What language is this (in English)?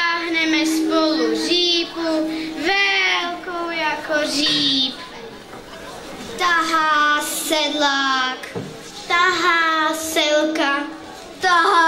Czech